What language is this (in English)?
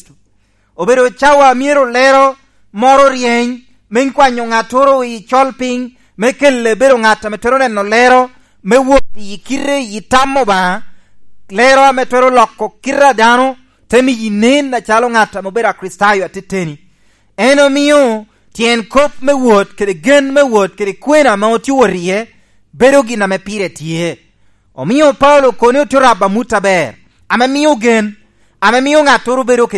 Lango (Uganda)